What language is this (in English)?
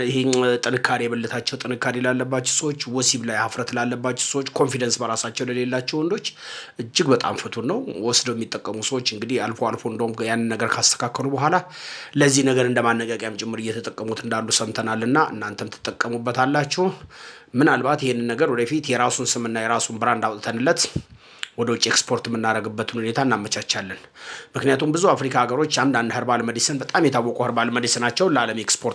Amharic